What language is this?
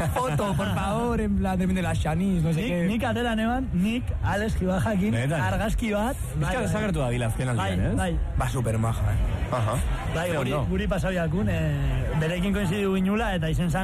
Basque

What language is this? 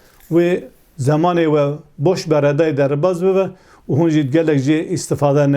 Kurdish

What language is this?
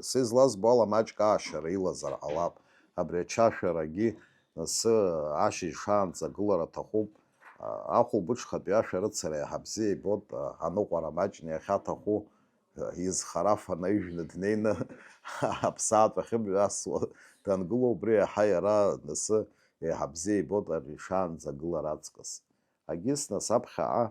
Abkhazian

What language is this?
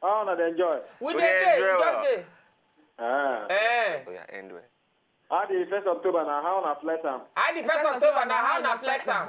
Nigerian Pidgin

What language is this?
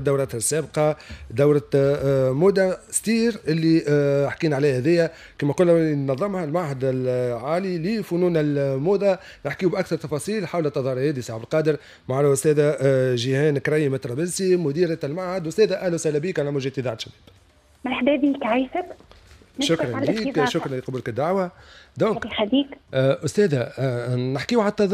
Tunisian Arabic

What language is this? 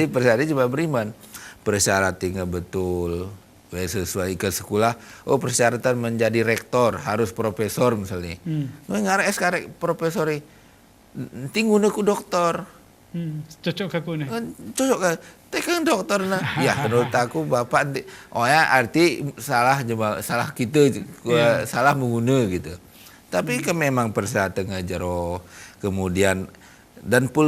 Gayo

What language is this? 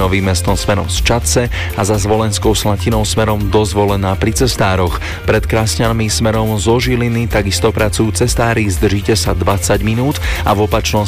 Slovak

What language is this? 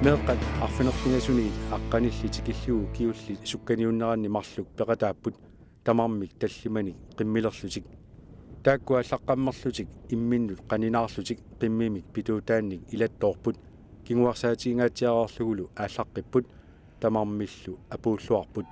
Kalaallisut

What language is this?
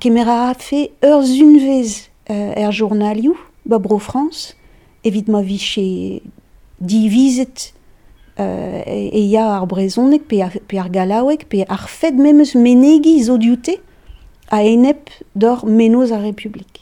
Breton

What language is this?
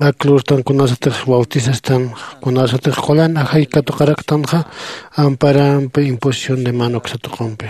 Aymara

